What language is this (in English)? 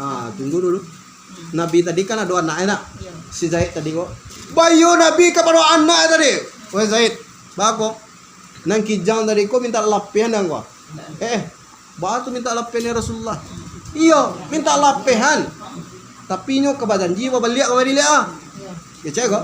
Minangkabau